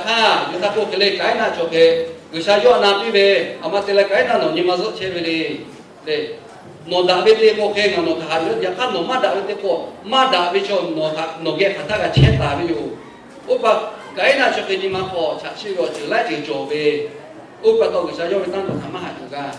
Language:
Lahu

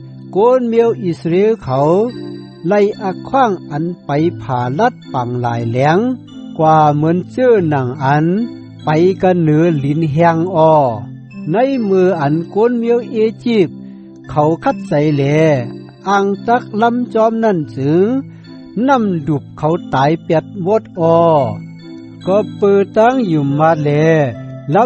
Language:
Shan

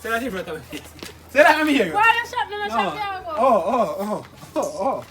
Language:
Jamaican Creole English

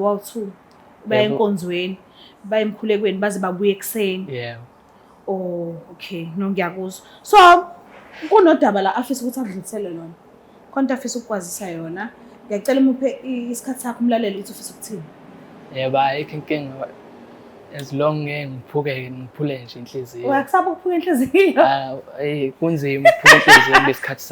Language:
Zulu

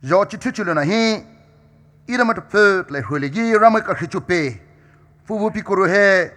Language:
Poumei Naga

